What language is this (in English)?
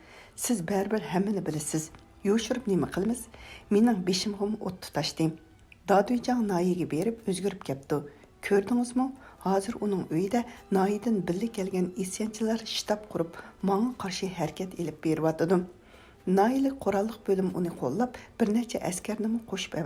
Uyghur